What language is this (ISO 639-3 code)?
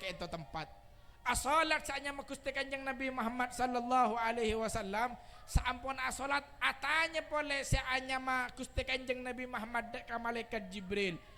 mad